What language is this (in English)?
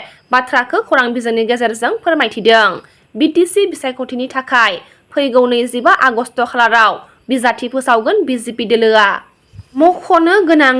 Bodo